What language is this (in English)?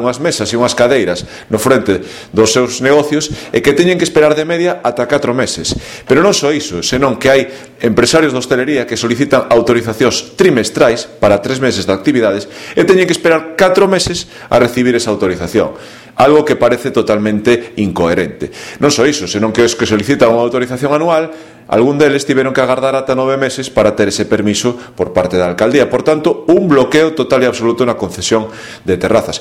Galician